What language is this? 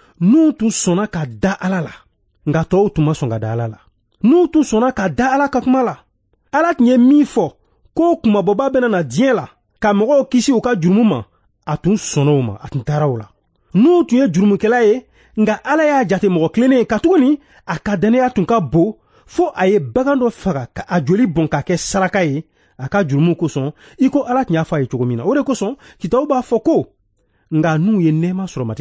Bambara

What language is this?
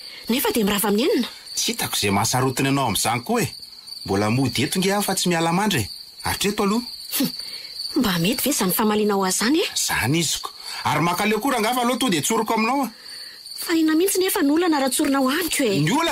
Malagasy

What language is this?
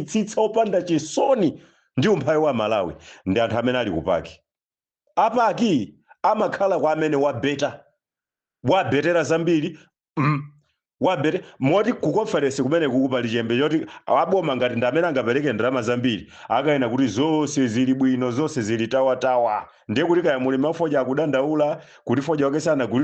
Nyanja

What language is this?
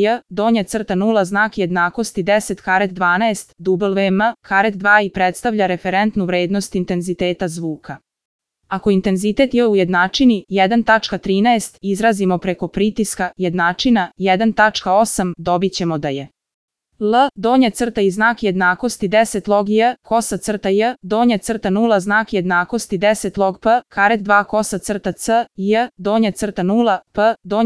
Serbian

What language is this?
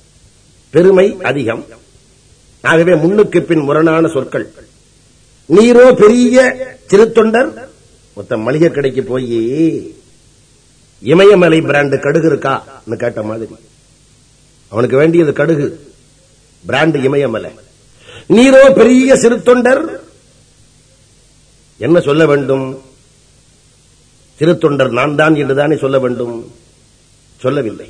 Tamil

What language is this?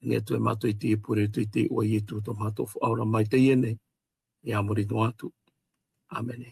Tahitian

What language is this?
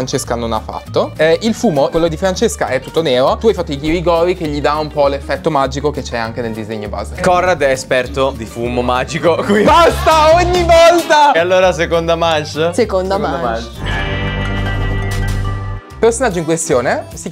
Italian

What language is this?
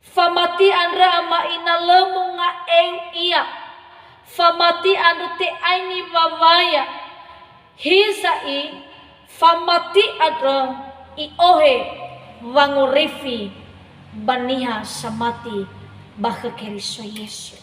Nias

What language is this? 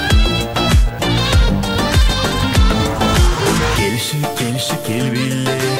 Kazakh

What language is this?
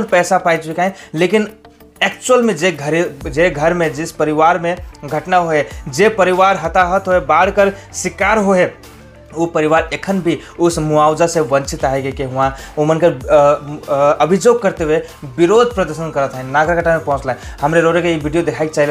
Sadri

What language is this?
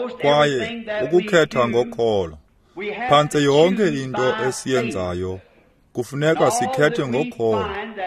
Xhosa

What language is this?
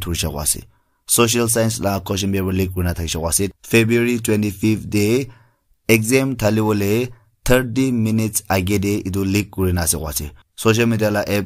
Naga Pidgin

